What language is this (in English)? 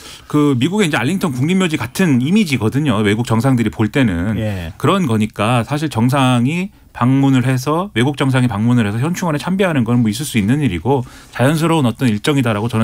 Korean